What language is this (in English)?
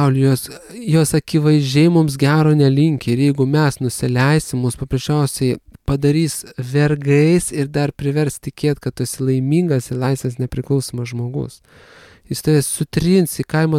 Lithuanian